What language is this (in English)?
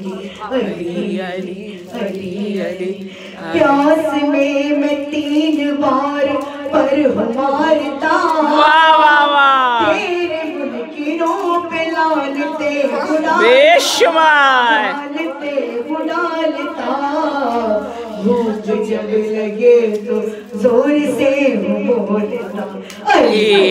Urdu